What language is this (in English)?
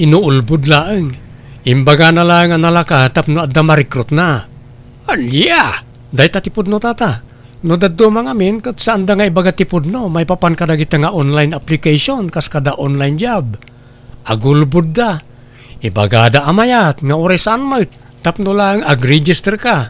Iloko